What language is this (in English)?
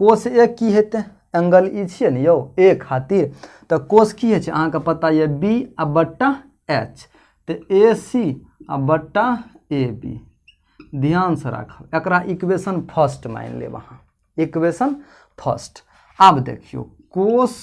Maithili